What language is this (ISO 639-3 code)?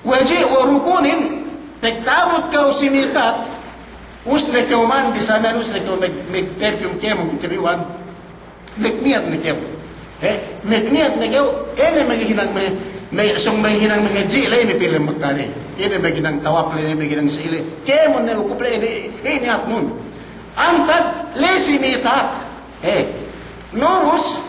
yka